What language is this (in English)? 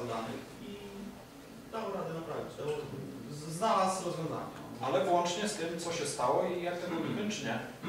Polish